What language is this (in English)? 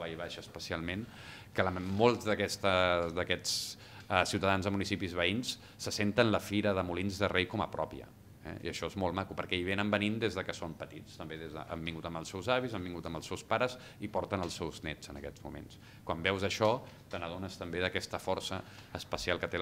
Catalan